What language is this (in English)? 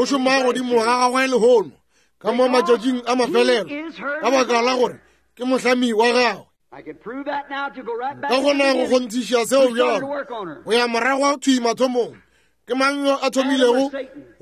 Northern Sotho